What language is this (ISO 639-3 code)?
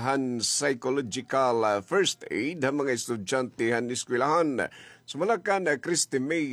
war